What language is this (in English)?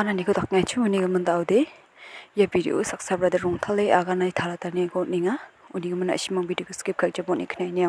Garo